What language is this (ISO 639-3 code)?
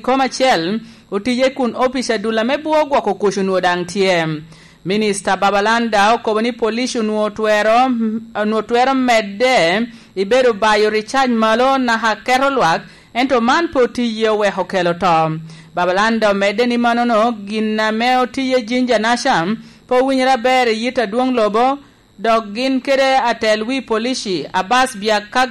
laj